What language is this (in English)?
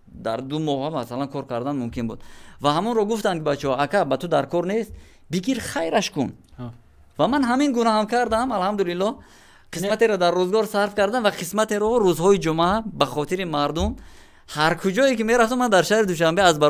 Tajik